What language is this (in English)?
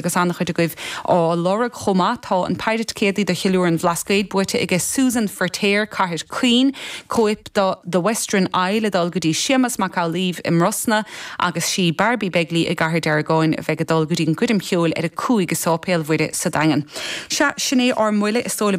Irish